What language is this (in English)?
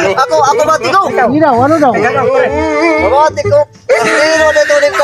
Waray